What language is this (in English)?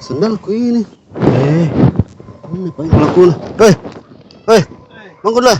Makassar Malay